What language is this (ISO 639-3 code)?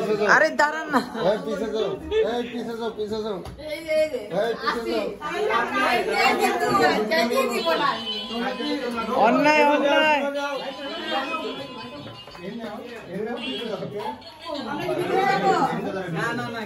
ben